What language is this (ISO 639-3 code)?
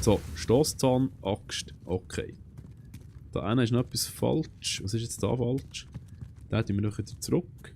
gsw